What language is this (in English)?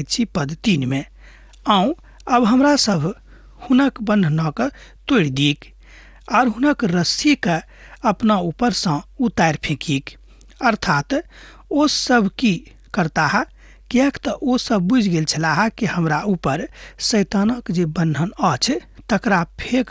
Maithili